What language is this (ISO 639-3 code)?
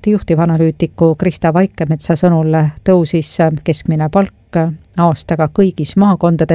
est